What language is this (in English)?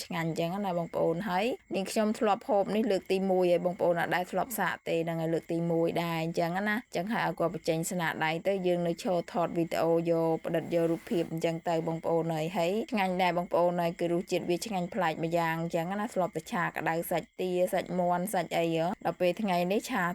Khmer